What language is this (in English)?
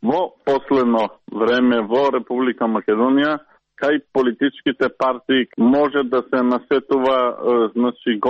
Macedonian